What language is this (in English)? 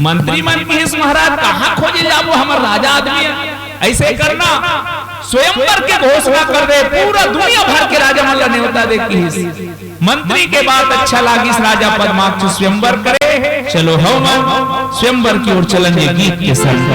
Chhattisgarhi